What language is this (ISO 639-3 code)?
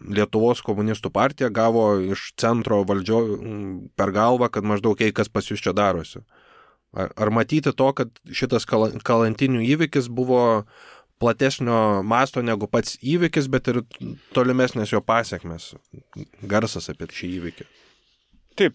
lit